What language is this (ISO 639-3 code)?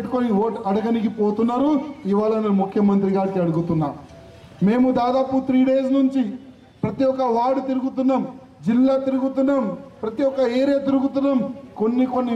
tel